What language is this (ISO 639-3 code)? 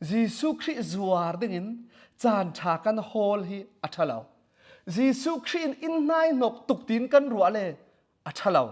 cfm